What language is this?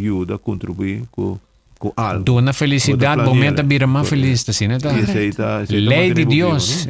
Papiamento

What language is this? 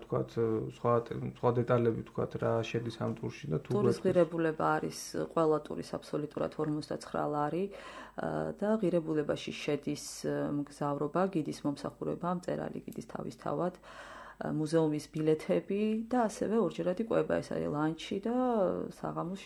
Georgian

